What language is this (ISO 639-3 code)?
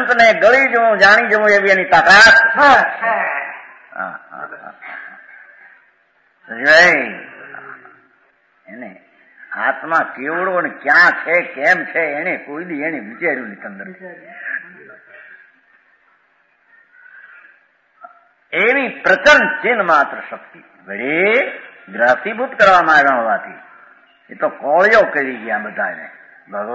guj